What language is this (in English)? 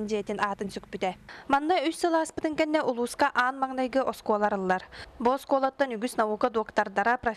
Yakut